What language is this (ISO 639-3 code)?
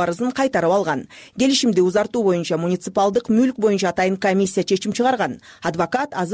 kir